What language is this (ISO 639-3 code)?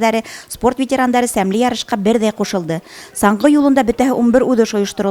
bak